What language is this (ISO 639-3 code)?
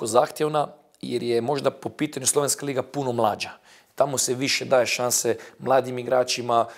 bos